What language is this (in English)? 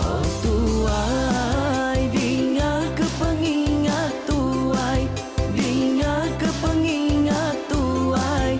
Iban